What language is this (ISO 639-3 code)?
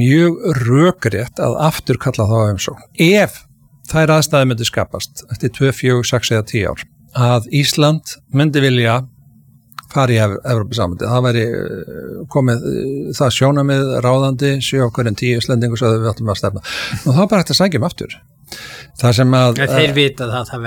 isl